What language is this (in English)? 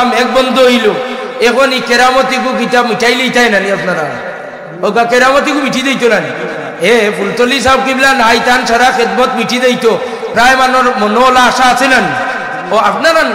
Sylheti